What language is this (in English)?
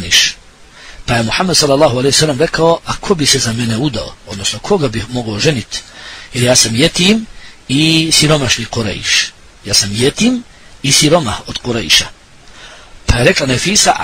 Bosnian